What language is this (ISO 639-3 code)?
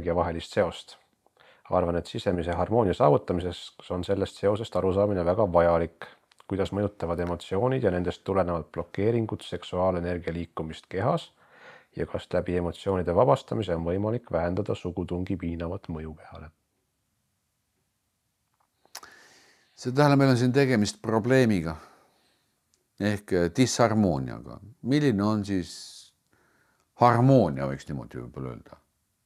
est